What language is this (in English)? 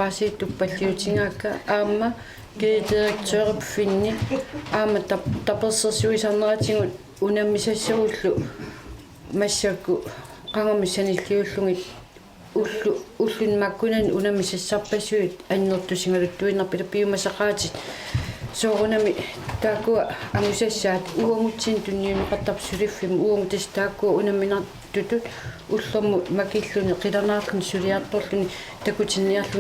Kalaallisut